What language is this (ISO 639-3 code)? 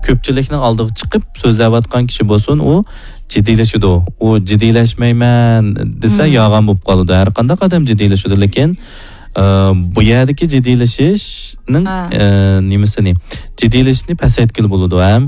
uig